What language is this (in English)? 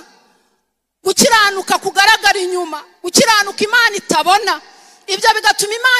Kinyarwanda